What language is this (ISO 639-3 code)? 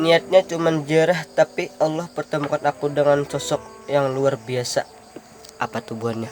bjn